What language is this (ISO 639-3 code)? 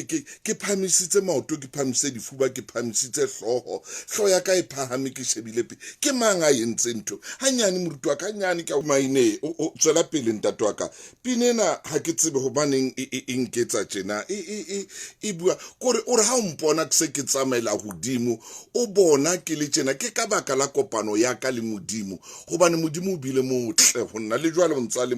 sot